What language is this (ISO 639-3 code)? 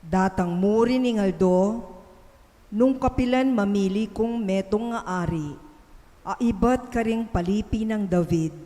pam